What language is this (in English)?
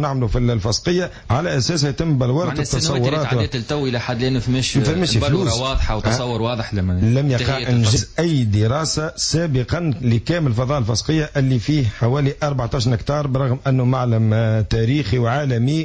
Tunisian Arabic